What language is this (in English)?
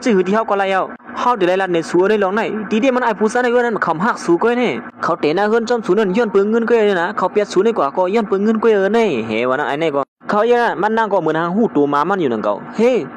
Shan